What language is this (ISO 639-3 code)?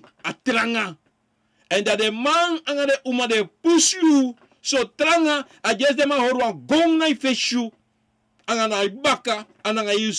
srn